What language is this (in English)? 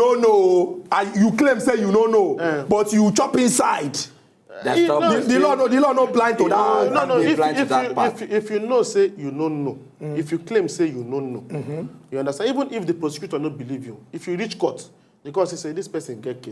Nigerian Pidgin